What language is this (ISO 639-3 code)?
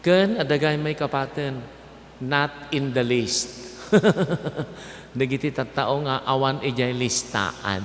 ilo